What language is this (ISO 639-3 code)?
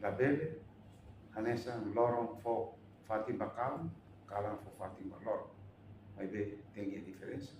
tet